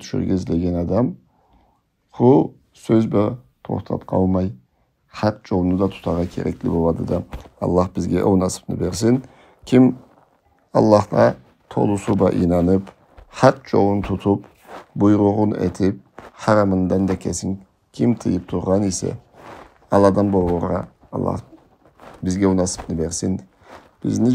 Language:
Karachay-Balkar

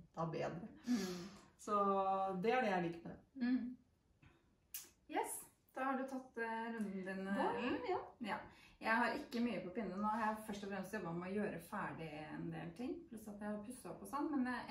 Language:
Norwegian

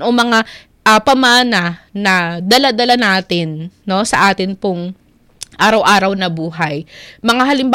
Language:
Filipino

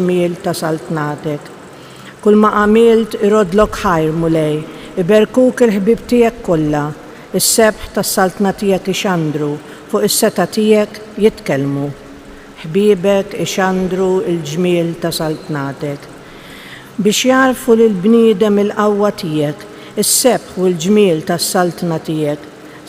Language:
Maltese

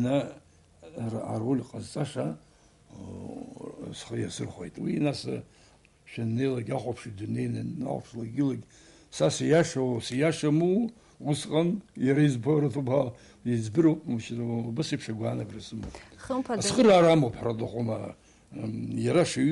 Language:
Abkhazian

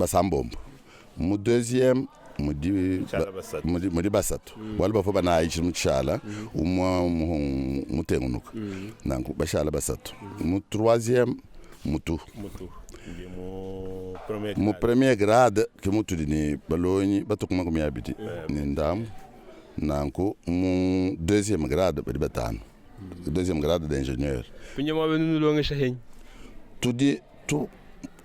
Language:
Luba-Lulua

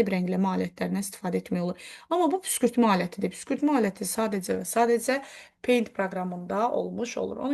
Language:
Azerbaijani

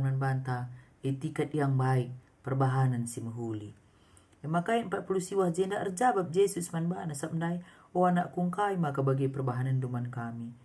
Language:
Batak Karo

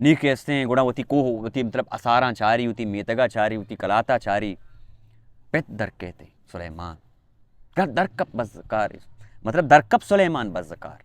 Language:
Baluchi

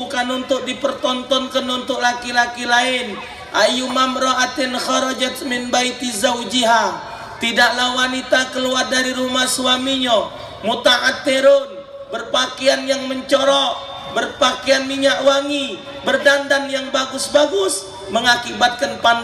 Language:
Musi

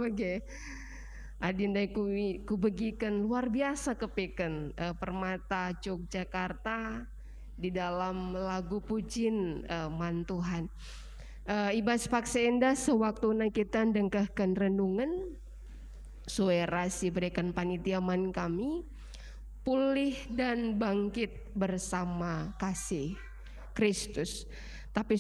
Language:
Batak Karo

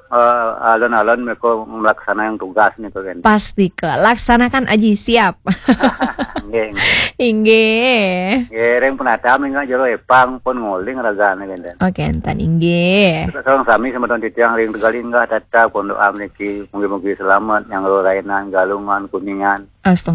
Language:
Balinese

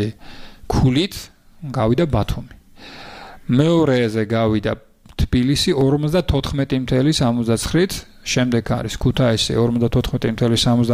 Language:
Georgian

